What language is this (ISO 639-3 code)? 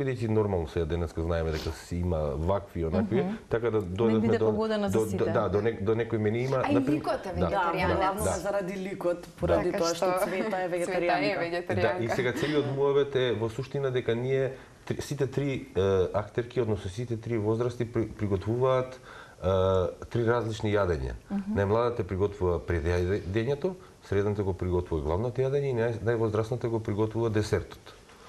mkd